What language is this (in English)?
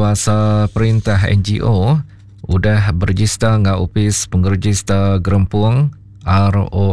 Iban